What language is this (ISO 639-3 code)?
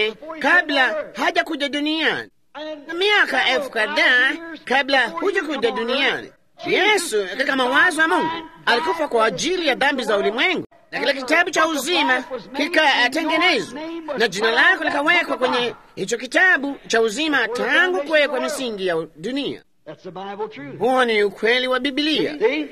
swa